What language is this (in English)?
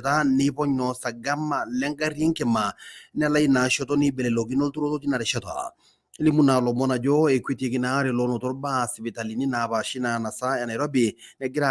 Masai